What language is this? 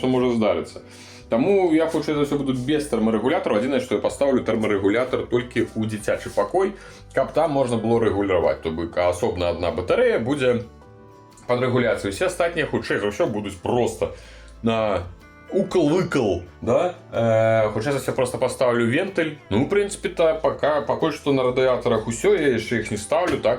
Belarusian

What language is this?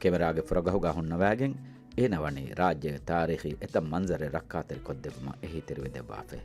Divehi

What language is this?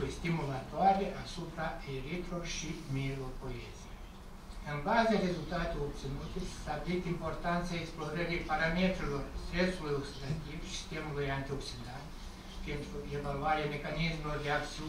Romanian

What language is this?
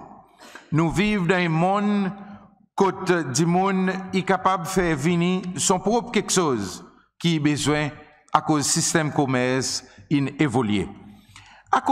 Seselwa Creole French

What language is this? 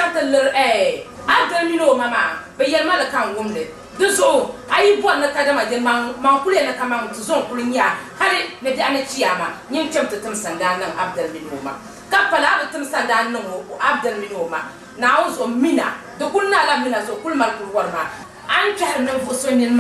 Dagbani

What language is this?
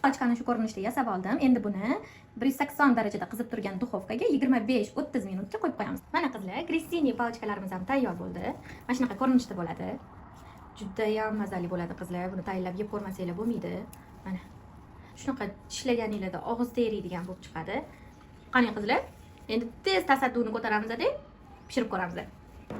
Uzbek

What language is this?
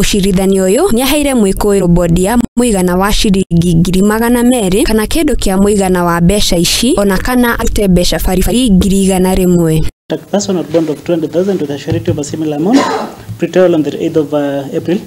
Kikuyu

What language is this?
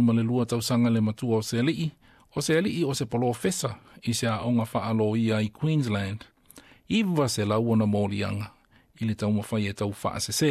Samoan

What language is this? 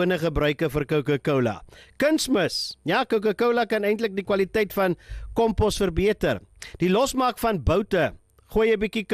Afrikaans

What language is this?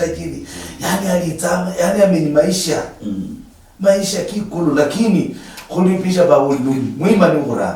Luyia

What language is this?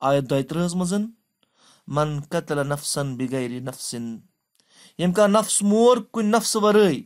Kashmiri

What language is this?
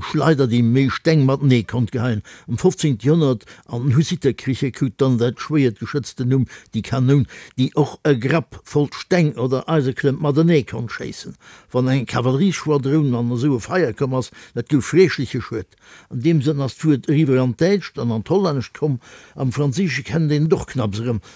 Luxembourgish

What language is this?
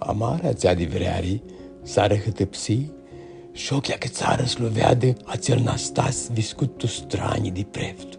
Aromanian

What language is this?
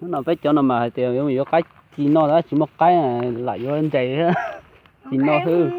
Hmong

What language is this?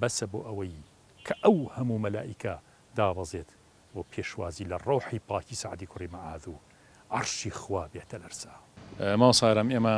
Central Kurdish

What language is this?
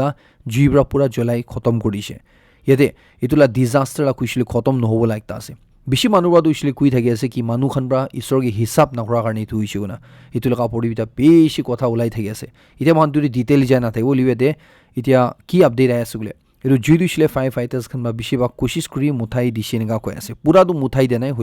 Naga Pidgin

